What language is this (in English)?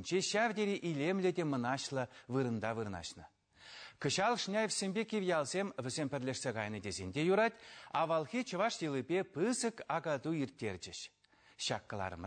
Chuvash